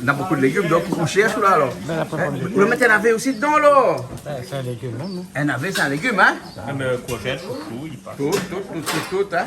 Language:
Réunion Creole French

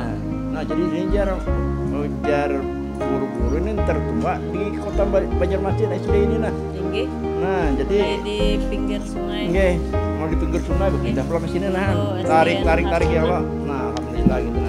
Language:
Banjar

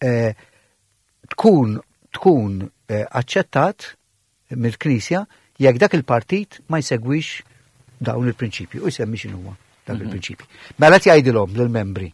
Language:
Maltese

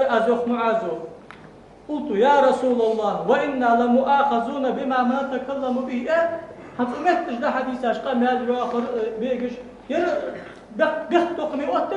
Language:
Ingush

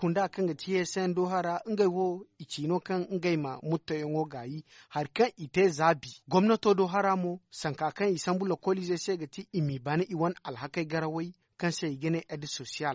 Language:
Zarma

